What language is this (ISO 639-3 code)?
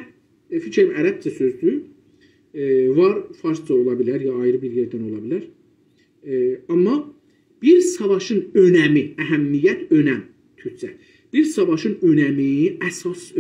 azb